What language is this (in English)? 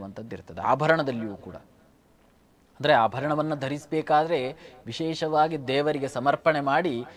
Kannada